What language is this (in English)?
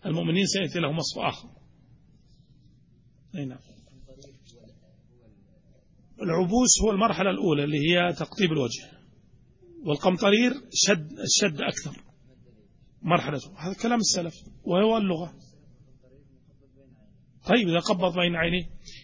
Arabic